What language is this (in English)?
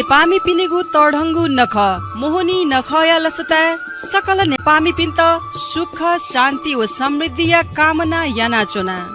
Newari